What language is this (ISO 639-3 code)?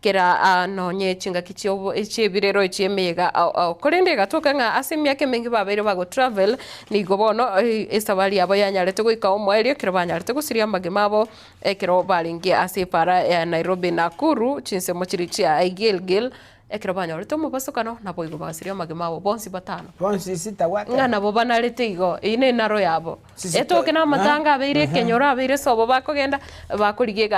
guz